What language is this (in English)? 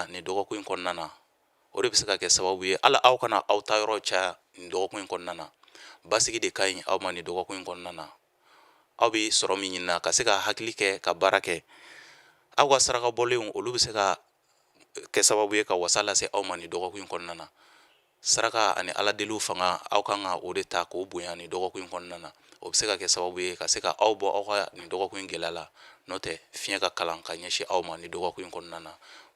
Bambara